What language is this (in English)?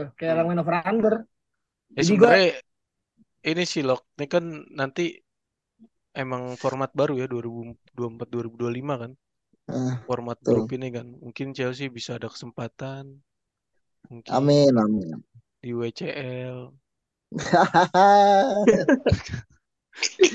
Indonesian